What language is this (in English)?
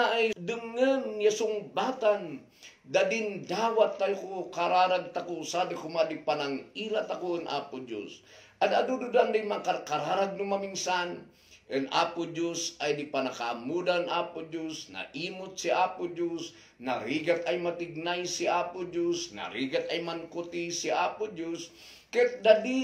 Kankanaey